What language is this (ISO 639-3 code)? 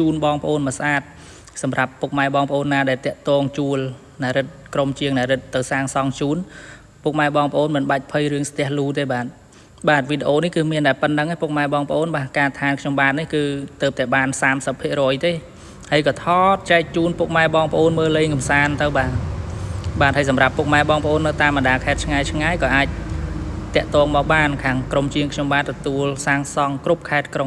khm